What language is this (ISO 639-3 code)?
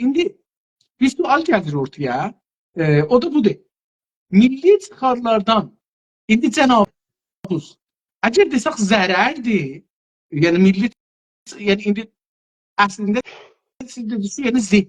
azb